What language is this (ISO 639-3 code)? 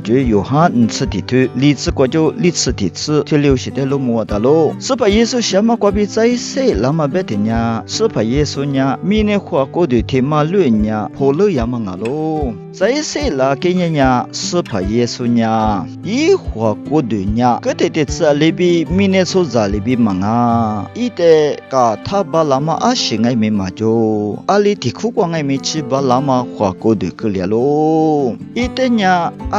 lis